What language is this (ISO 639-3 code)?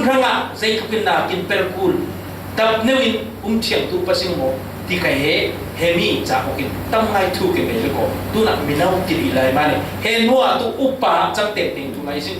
cfm